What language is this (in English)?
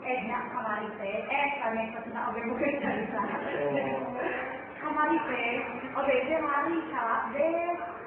Sundanese